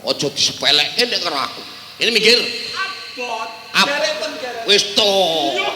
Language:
Javanese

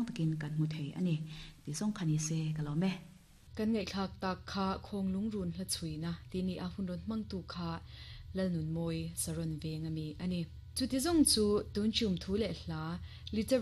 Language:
Mizo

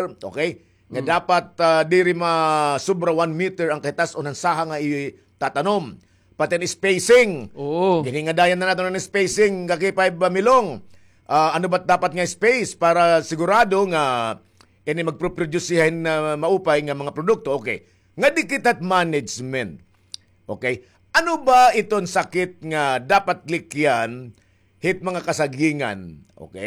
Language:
Waray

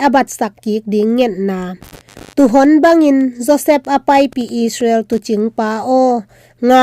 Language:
Tedim Chin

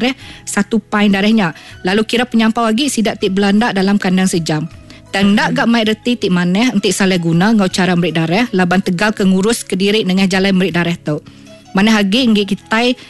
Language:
Iban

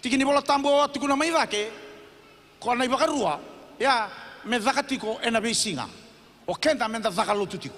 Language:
Fijian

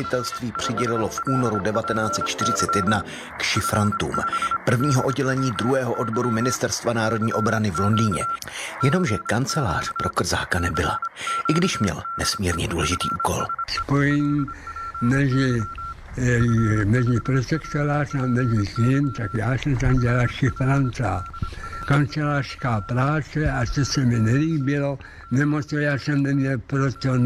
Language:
Czech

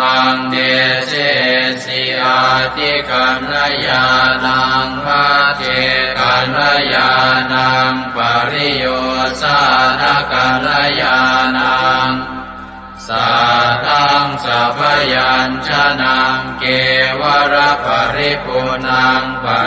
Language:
Pali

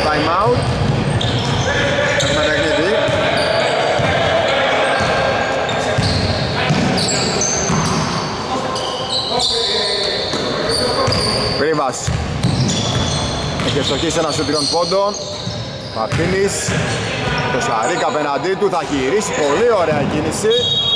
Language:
Greek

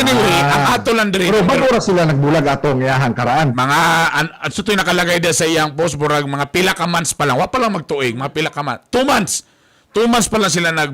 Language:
Cebuano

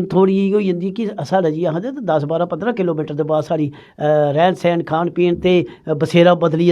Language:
Dogri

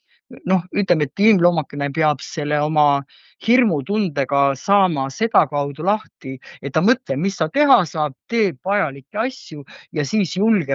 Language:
Estonian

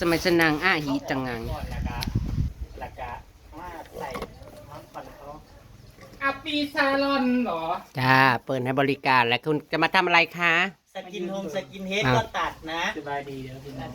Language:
Northeastern Thai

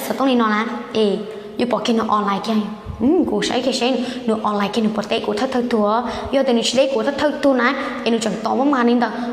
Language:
Hmong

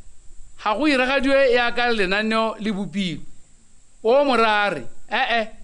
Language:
Tswana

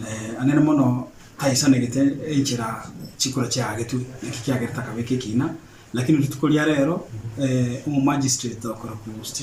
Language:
Gusii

